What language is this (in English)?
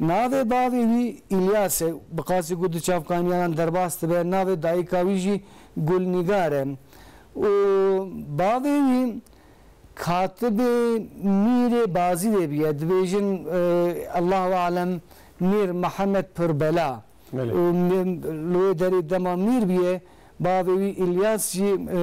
Kurdish